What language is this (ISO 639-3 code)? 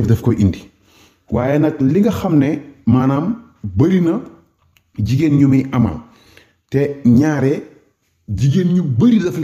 wol